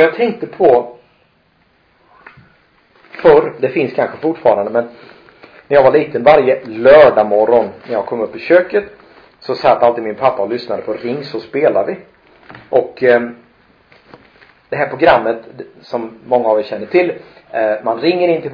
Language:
Swedish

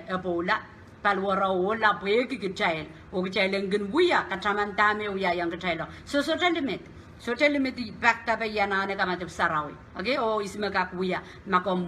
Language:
Pohnpeian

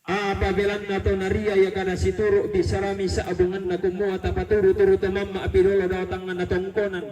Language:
Toraja-Sa'dan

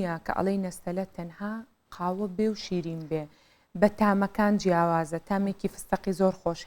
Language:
Central Kurdish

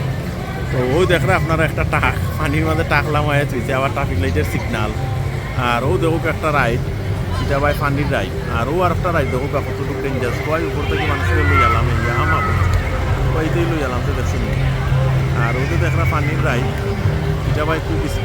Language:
Sylheti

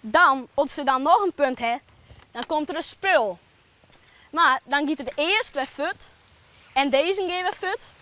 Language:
Western Frisian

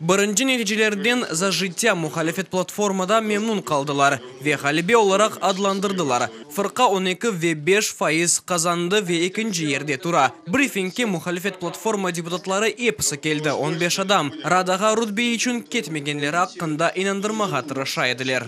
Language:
Crimean Tatar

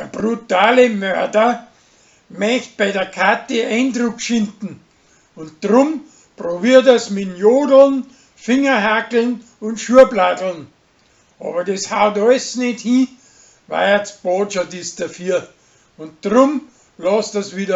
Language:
Bavarian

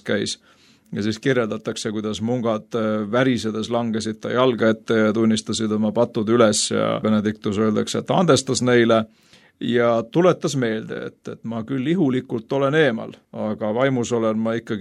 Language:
Estonian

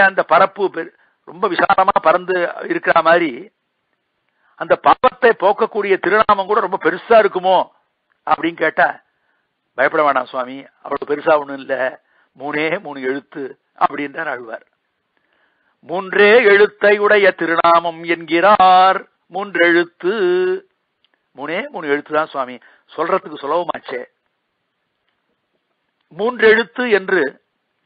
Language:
Tamil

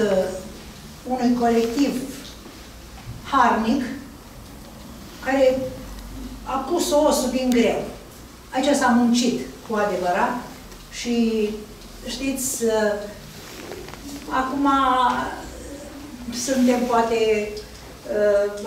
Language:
Romanian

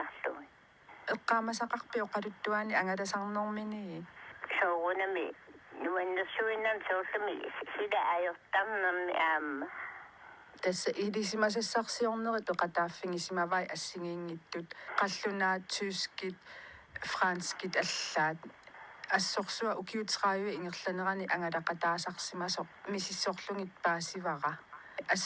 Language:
Kalaallisut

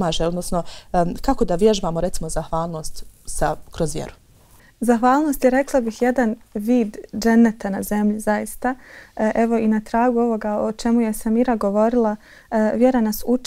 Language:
Bosnian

